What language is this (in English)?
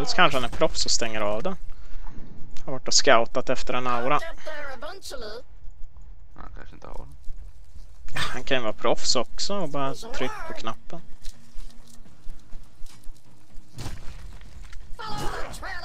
Swedish